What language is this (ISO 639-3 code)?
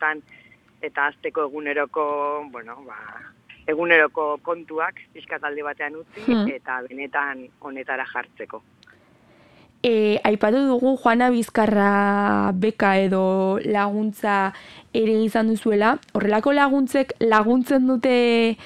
eus